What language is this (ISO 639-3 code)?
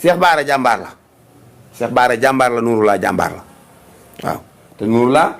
wol